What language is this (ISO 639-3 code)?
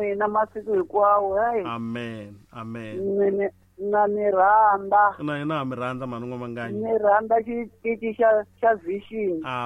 tso